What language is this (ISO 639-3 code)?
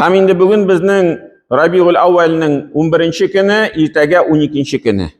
tat